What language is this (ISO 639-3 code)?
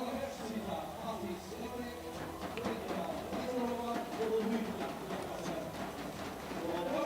fao